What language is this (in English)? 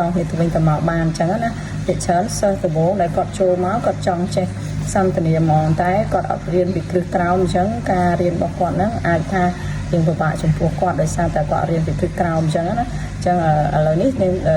Khmer